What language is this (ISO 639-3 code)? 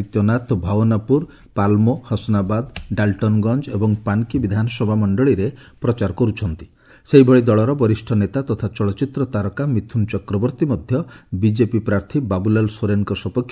ori